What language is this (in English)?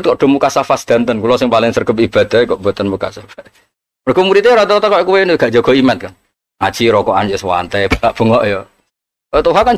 Javanese